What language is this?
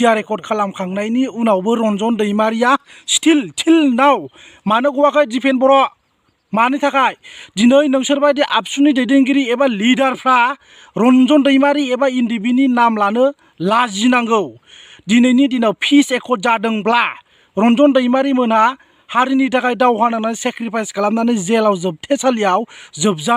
Bodo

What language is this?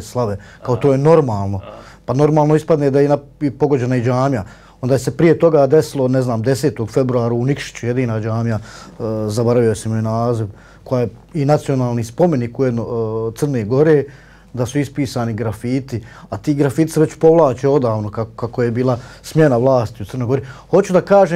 Bosnian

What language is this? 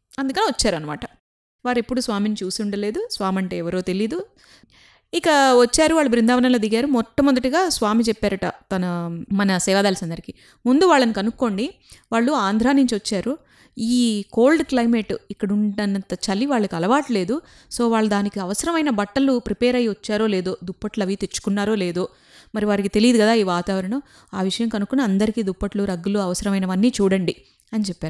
Telugu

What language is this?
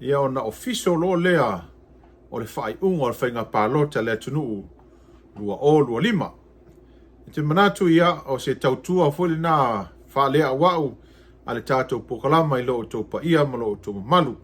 Samoan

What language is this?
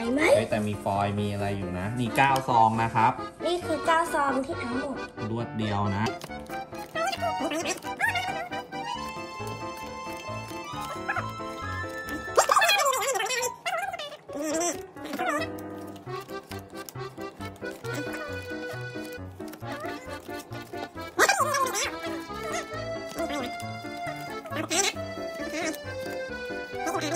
Thai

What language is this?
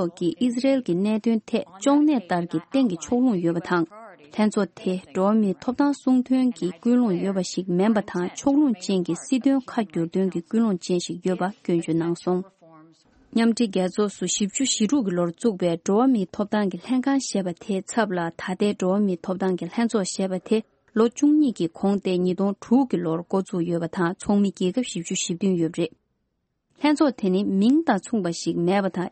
Tibetan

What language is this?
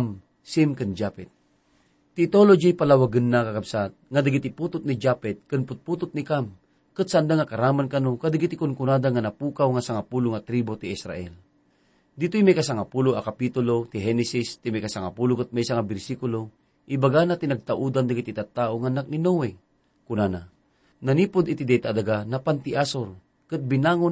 Iloko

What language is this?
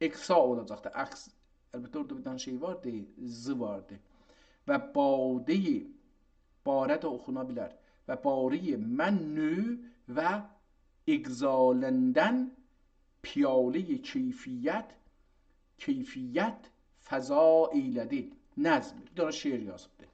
South Azerbaijani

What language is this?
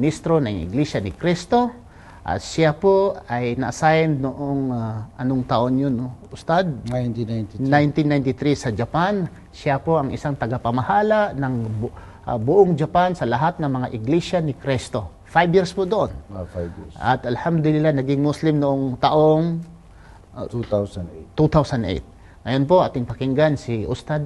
Filipino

